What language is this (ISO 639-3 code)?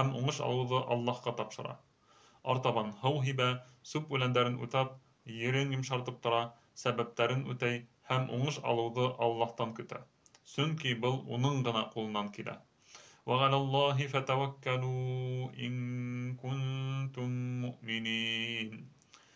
bak